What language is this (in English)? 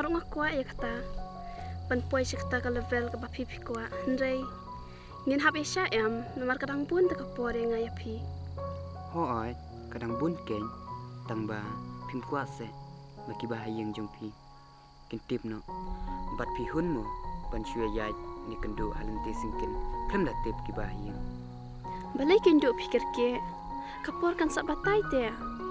Khasi